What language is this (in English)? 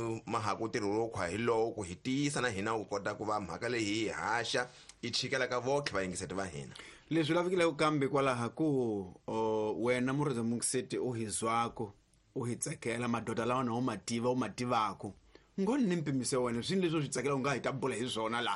Tsonga